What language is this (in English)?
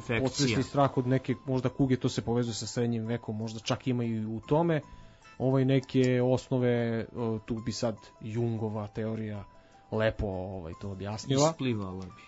Serbian